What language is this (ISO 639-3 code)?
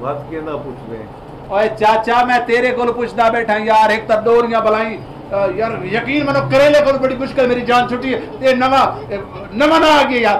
skr